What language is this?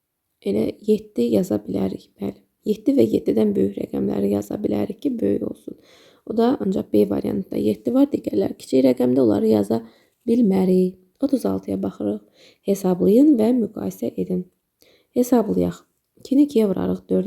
Azerbaijani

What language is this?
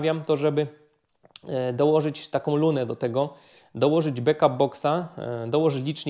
Polish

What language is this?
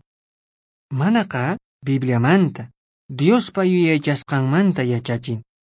Quechua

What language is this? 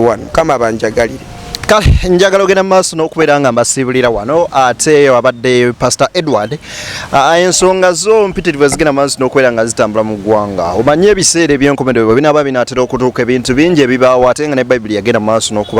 Ganda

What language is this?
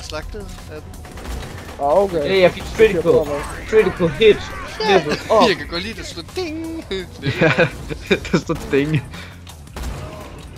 Danish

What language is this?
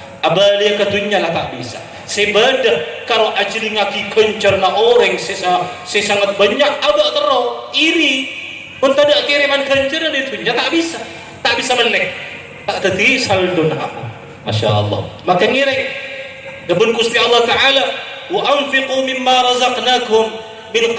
Madurese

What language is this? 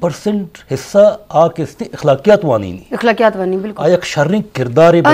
Eastern Balochi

